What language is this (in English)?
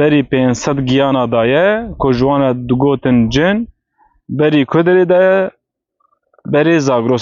Kurdish